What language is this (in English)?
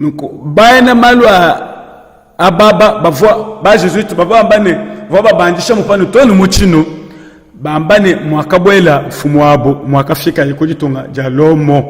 Luba-Lulua